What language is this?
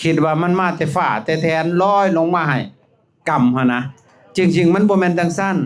Lao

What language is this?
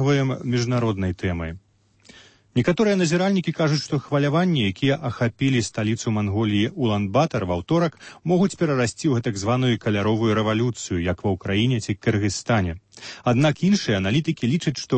Belarusian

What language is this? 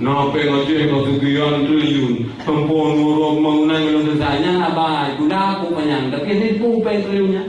Achinese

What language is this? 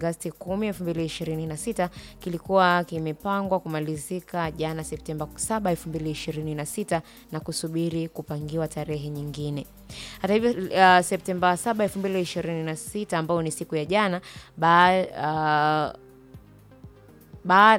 Swahili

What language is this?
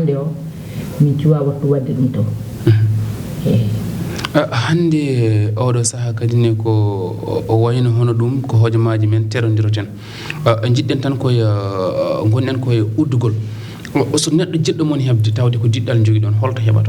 Fula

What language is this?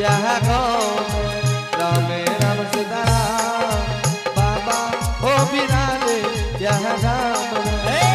Angika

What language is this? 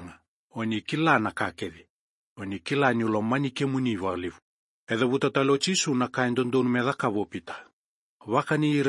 Fijian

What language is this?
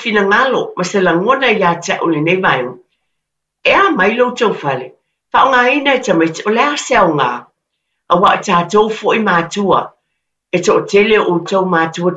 Samoan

